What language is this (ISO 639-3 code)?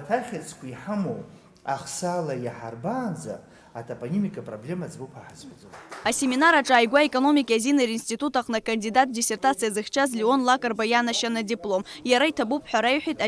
abk